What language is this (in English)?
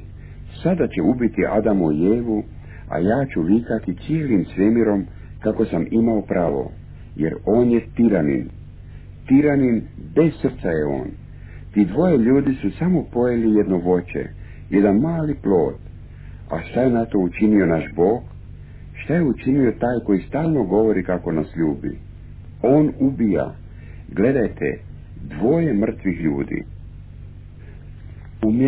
Croatian